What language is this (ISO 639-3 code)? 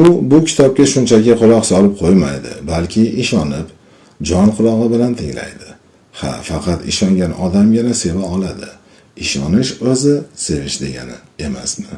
uzb